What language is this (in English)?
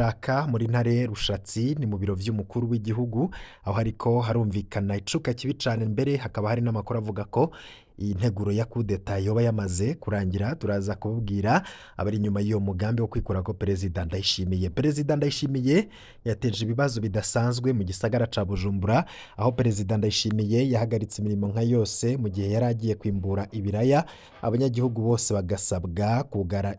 Rundi